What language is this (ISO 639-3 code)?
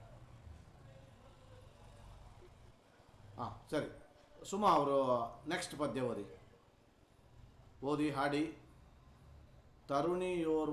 kan